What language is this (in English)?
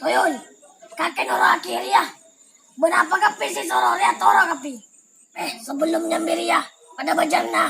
Madurese